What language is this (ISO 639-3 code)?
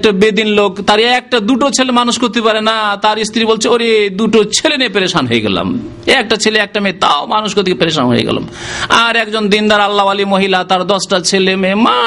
ben